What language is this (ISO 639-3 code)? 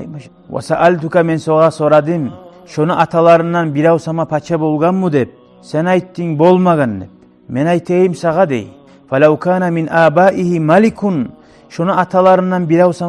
kum